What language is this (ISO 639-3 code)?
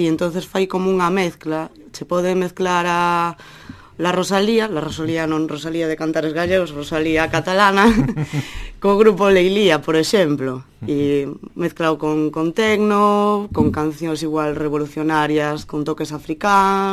glg